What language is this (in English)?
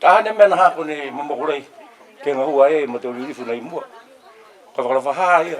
Niuean